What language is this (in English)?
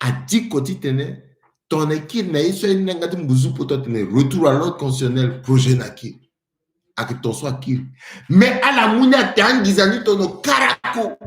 Sango